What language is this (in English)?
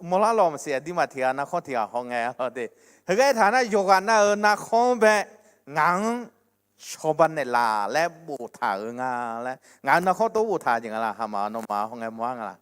Akha